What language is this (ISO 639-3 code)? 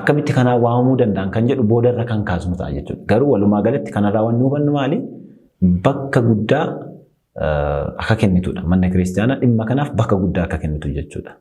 orm